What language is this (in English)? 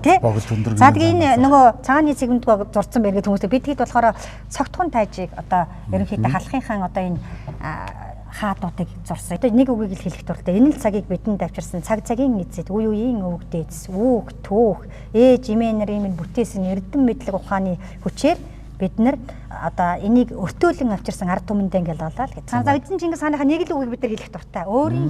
Mongolian